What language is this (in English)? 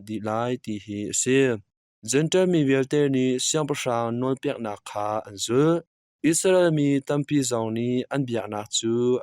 Hakha Chin